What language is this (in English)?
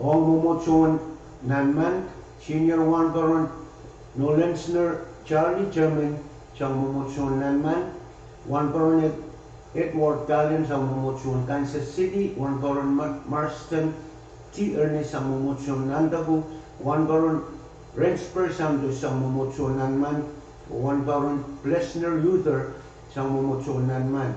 Pohnpeian